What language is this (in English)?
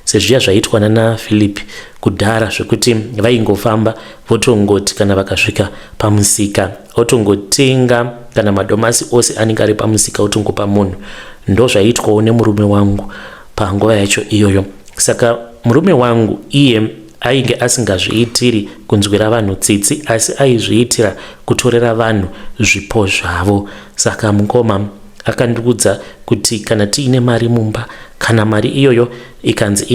Shona